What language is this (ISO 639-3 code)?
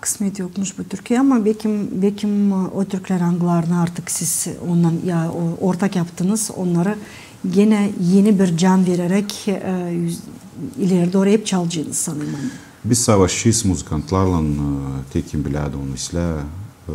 gag